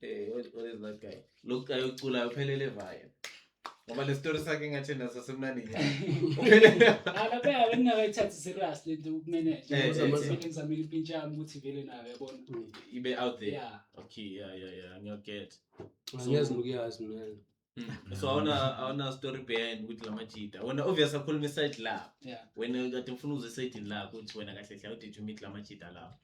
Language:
Zulu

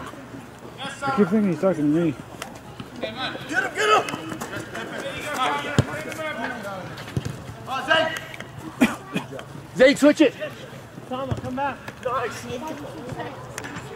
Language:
English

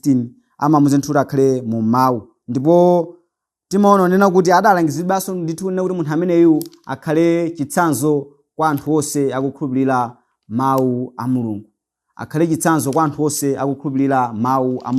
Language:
Nyanja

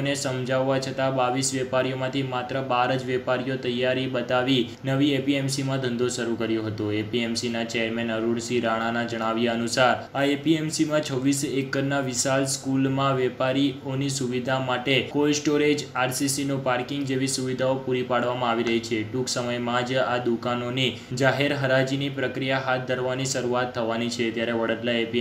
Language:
Gujarati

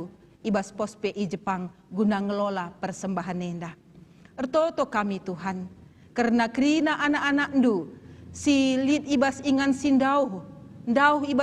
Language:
Batak Karo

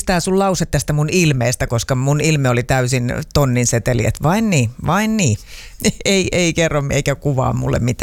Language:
Finnish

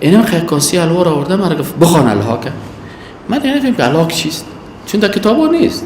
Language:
Persian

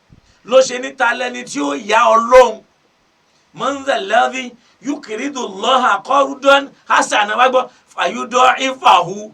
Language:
Yoruba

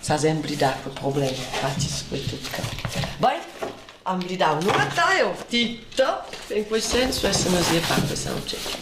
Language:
Romansh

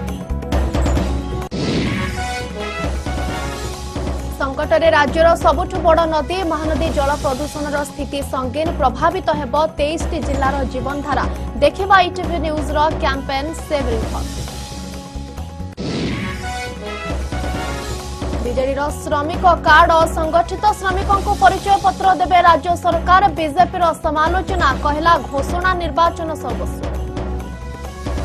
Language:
Odia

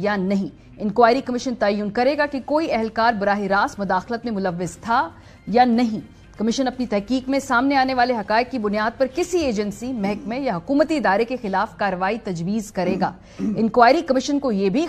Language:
Urdu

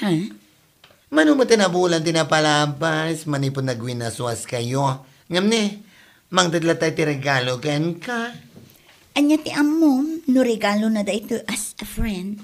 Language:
Iloko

